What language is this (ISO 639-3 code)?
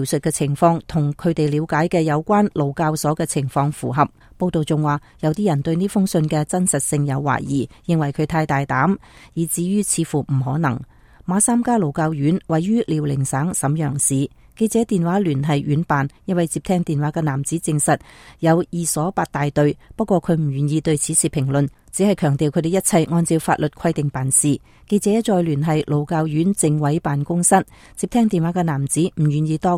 yue